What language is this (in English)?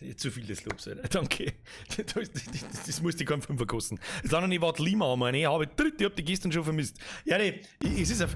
Bavarian